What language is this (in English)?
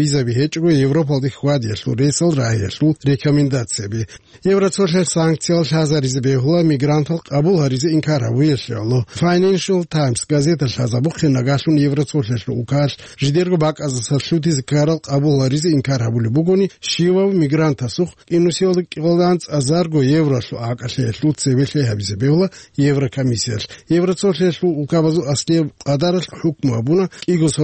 Avaric